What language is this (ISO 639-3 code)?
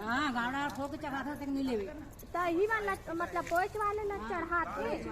hne